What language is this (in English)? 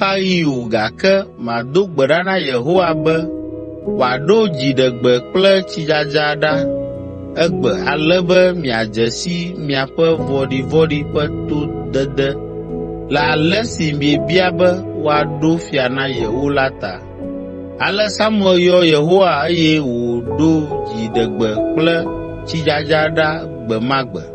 Ewe